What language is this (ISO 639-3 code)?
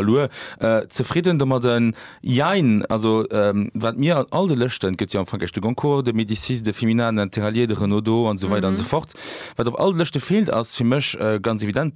ltz